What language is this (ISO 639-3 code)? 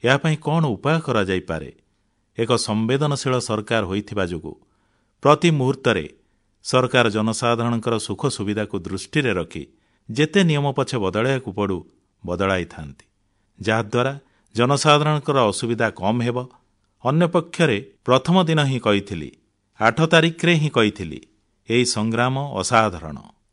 ori